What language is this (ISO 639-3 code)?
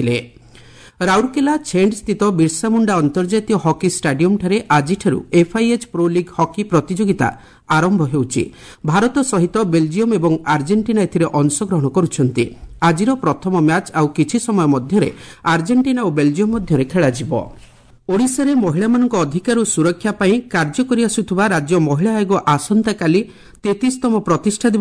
ori